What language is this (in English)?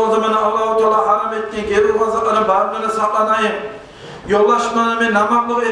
Kumyk